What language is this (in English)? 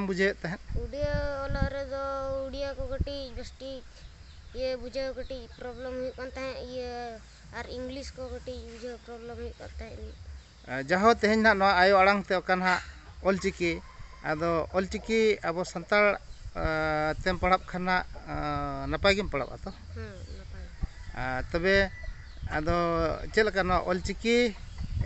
Santali